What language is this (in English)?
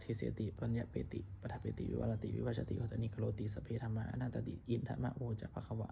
Pali